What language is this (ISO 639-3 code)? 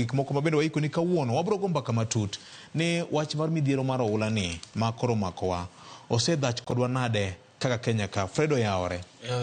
luo